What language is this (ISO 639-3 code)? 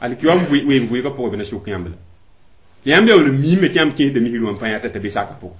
mos